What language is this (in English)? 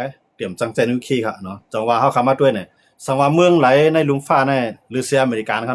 Shan